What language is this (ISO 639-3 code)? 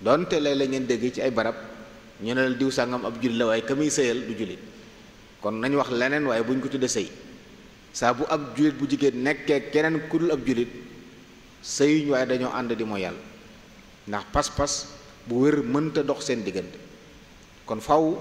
wol